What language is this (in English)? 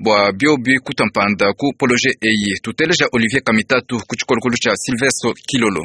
Luba-Lulua